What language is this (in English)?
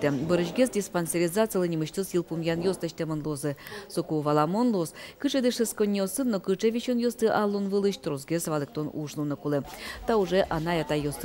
Udmurt